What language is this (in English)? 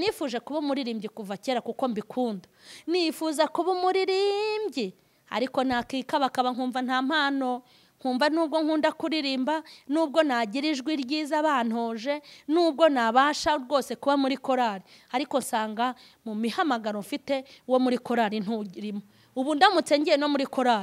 Kinyarwanda